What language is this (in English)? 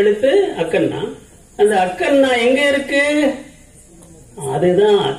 Tamil